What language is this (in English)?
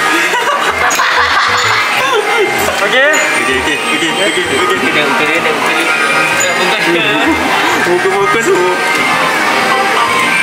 Malay